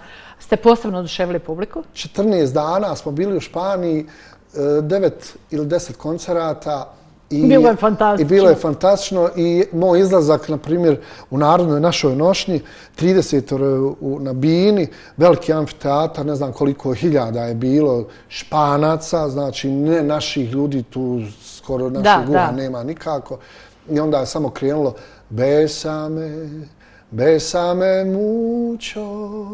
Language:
Bosnian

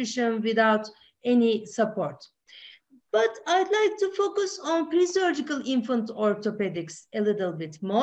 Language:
English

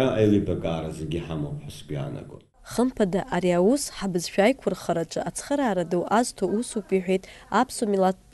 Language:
Abkhazian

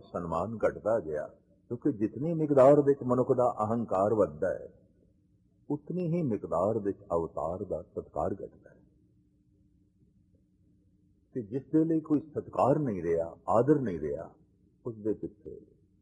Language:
Punjabi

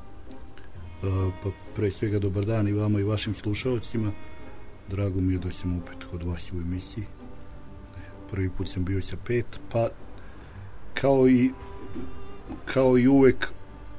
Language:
Serbian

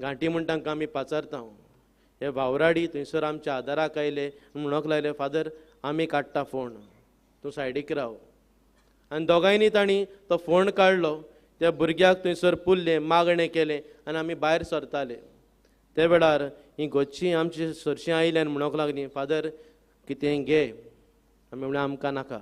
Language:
Konkani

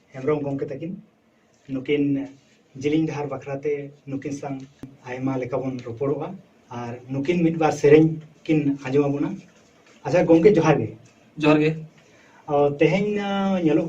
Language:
Santali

